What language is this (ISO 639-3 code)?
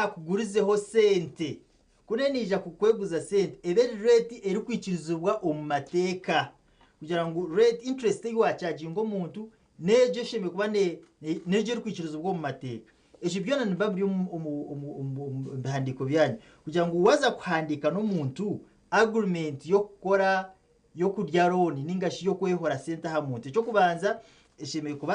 nyn